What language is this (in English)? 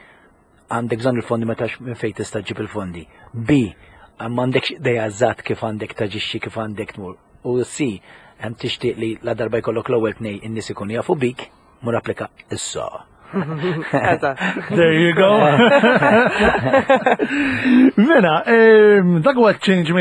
Maltese